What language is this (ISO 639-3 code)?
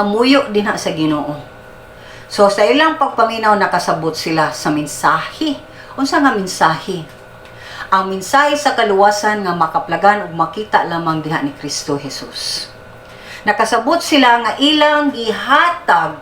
ceb